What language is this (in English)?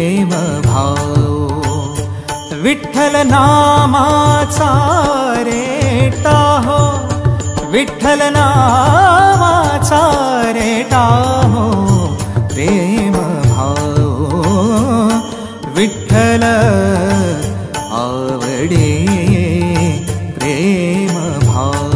Marathi